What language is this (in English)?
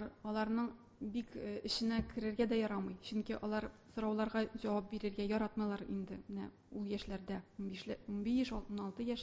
Tatar